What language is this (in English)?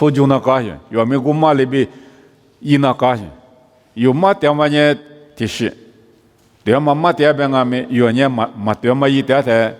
Lisu